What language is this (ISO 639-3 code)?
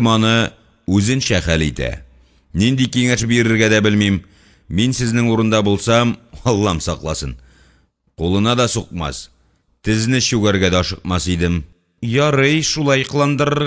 tat